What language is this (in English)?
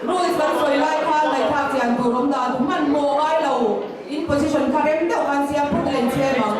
Mizo